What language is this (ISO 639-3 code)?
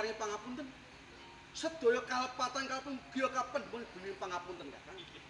jav